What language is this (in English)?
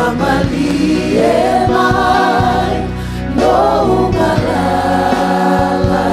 Samoan